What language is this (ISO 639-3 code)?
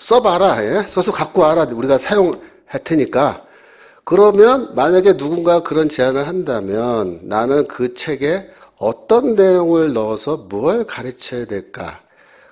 kor